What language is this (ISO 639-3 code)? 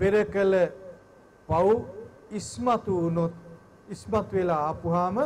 sin